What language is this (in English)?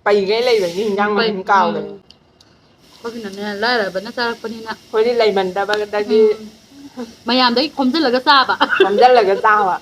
Manipuri